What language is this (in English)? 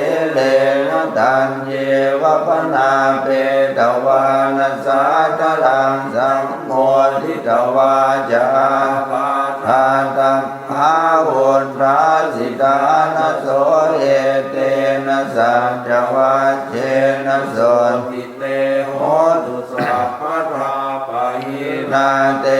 Pali